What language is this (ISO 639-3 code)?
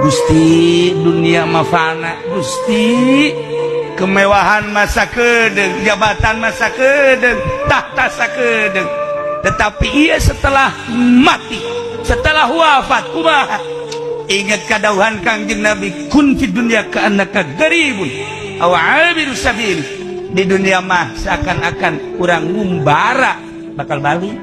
sun